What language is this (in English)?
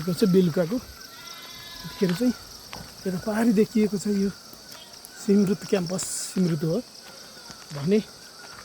Nepali